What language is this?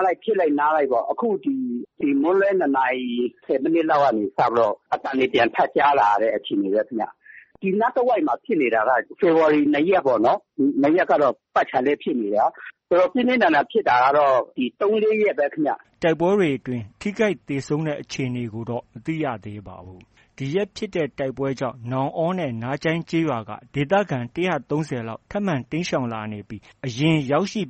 Burmese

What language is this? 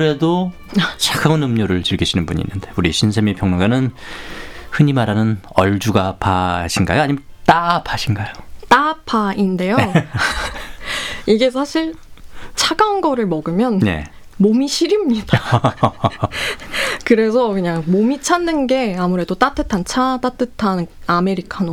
Korean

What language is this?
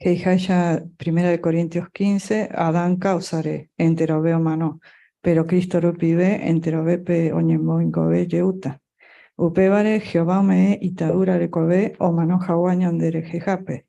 Guarani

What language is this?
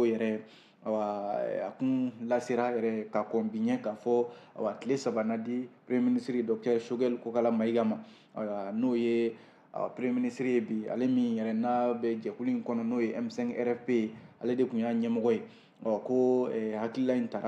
Bambara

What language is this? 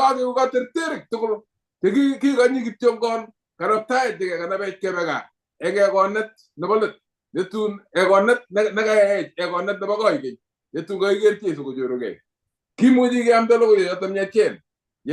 Kalenjin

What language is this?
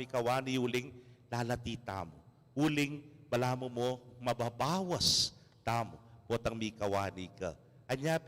Pampanga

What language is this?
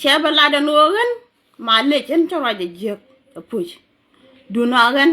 Nuer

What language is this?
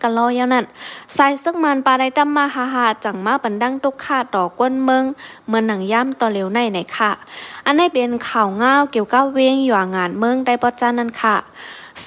Shan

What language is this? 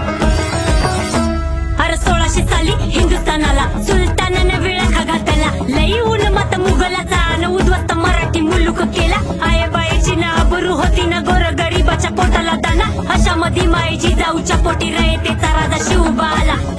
Marathi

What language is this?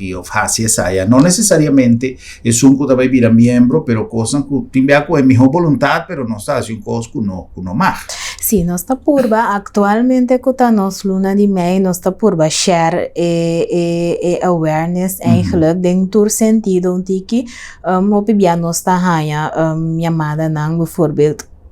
Papiamento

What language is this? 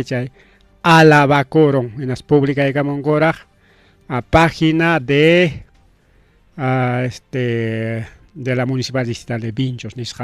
Ayacucho Quechua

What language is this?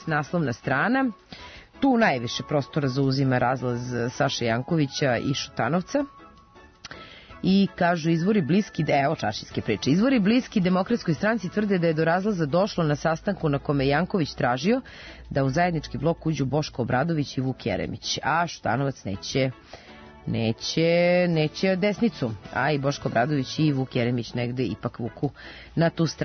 Serbian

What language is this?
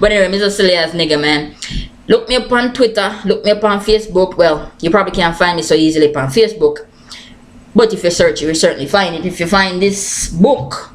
Jamaican Creole English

